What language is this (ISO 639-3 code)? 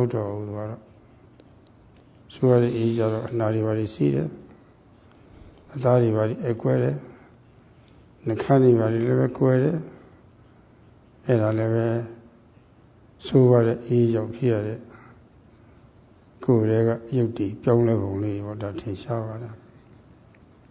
mya